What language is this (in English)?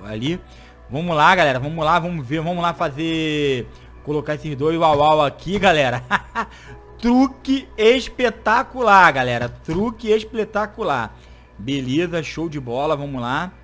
Portuguese